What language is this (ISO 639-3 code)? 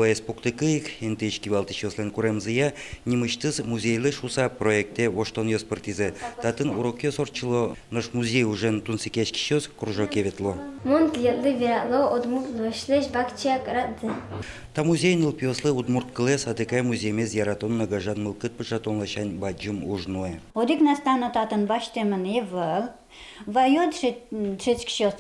udm